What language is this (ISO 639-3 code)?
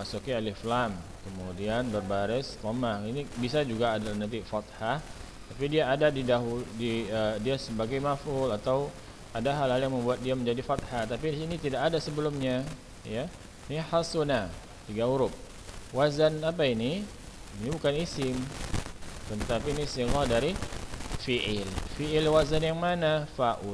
ind